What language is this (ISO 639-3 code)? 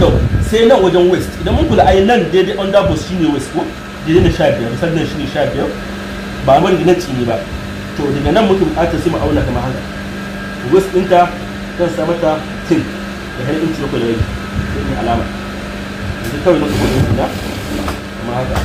hau